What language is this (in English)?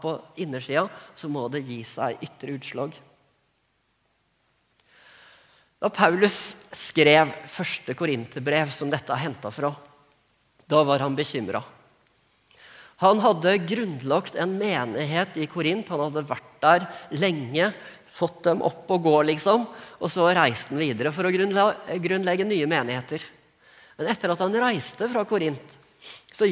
Norwegian